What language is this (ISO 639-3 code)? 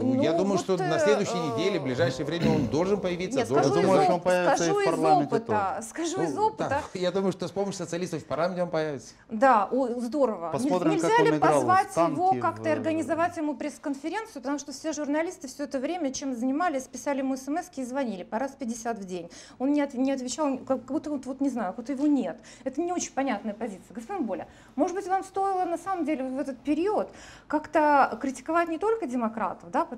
rus